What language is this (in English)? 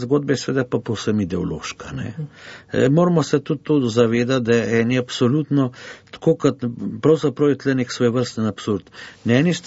Slovenian